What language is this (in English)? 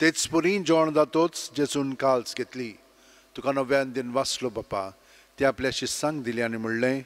Konkani